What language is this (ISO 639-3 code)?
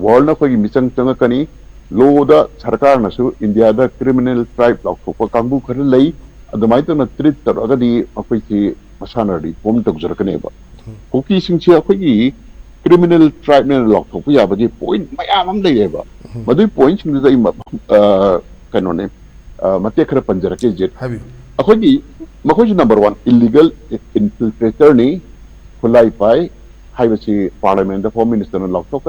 mni